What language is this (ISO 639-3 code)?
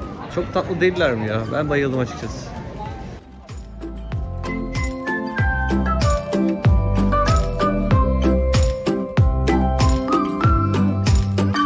tur